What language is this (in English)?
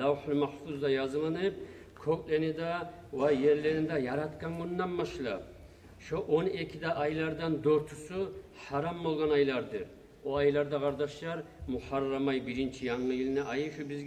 Kumyk